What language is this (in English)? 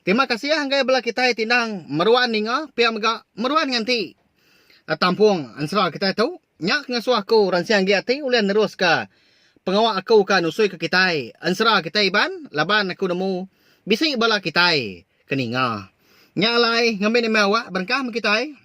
Iban